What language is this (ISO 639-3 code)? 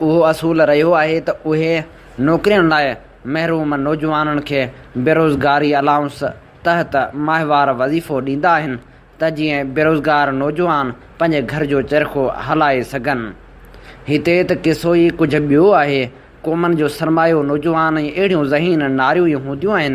snd